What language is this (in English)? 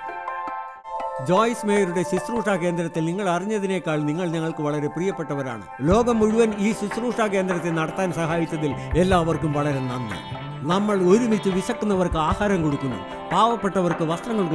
Malayalam